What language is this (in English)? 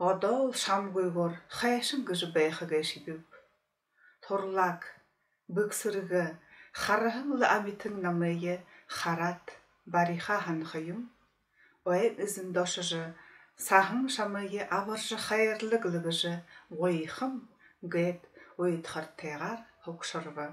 Buriat